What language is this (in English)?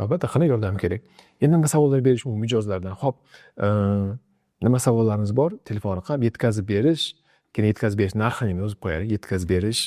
Uzbek